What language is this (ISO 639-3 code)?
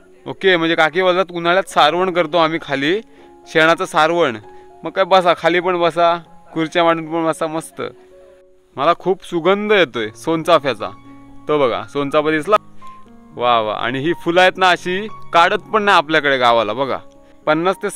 mar